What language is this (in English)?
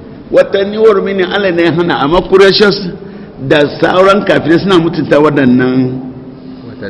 Hausa